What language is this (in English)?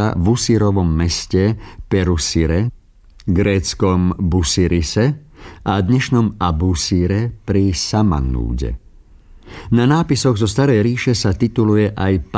Slovak